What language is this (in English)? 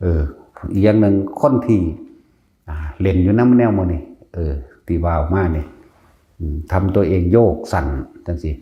Northeastern Thai